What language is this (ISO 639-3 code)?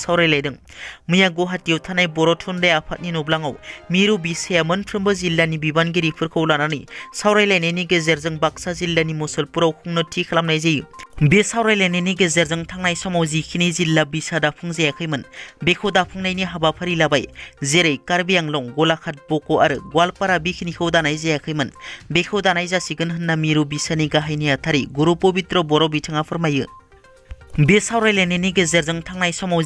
brx